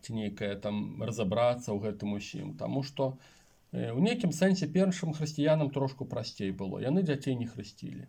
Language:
Belarusian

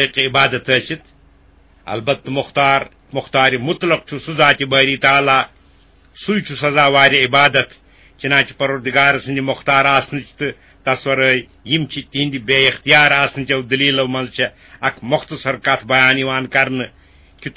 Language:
Kashmiri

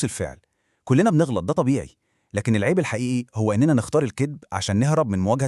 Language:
Egyptian Arabic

